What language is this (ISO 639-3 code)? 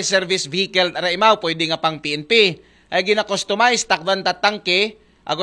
akl